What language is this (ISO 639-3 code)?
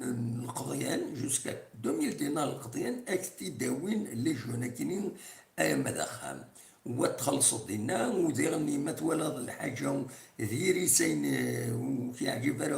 kab